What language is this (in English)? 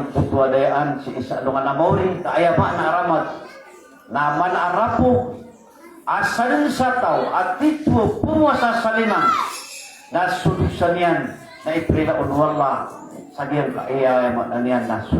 Maranao